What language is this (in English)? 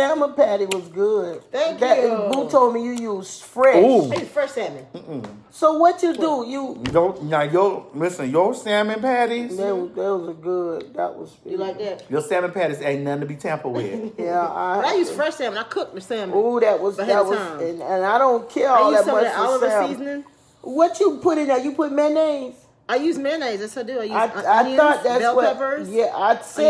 English